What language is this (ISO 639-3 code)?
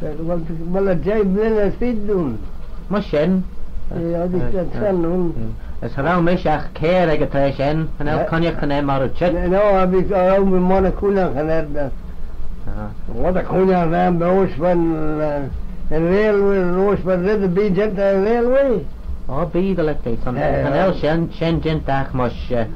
glv